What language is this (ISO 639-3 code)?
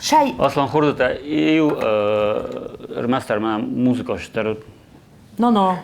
oss